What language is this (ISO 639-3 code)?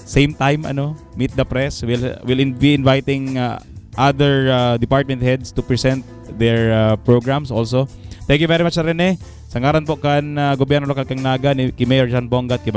bik